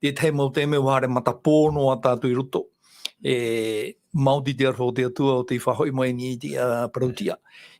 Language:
Tahitian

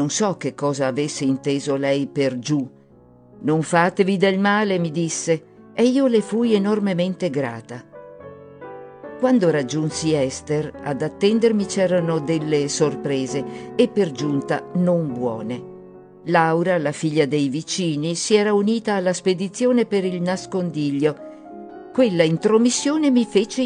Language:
Italian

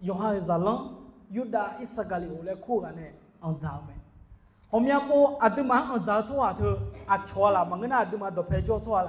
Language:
Akha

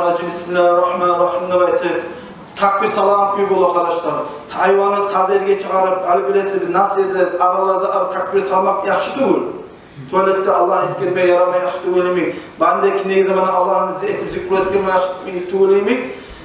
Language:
Kumyk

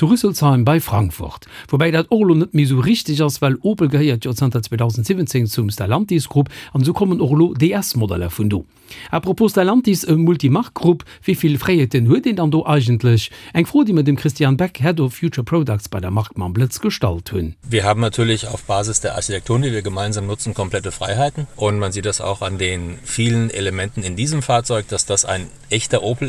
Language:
Luxembourgish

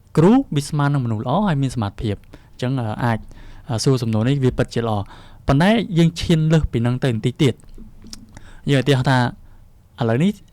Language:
Khmer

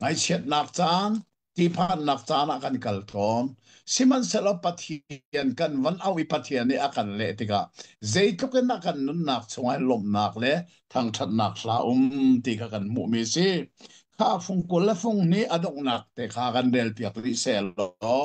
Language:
Hakha Chin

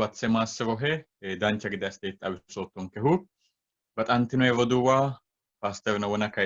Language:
Sidamo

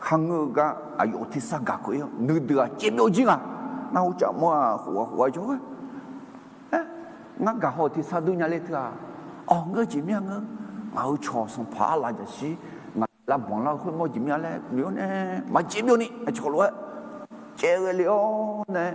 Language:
Akha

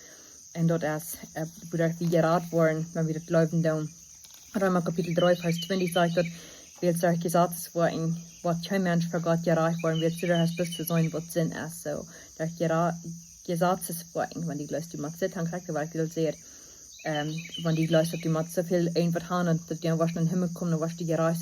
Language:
Plautdietsch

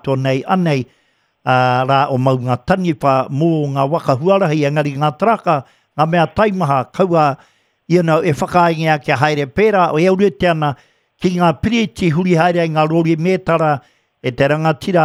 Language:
Māori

